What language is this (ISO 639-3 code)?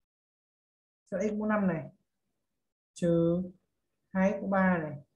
vie